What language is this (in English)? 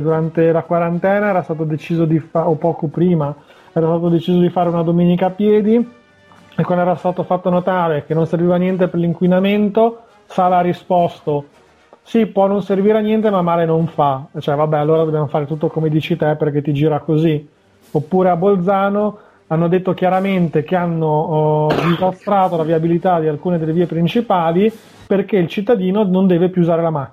Italian